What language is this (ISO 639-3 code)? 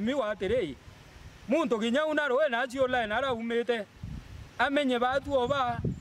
mer